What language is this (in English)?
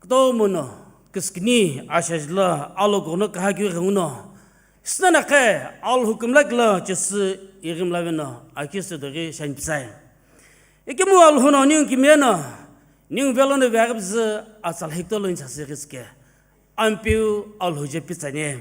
Sumi Naga